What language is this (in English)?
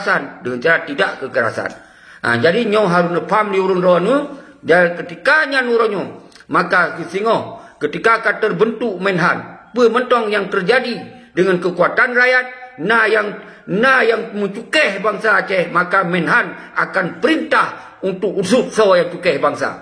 Achinese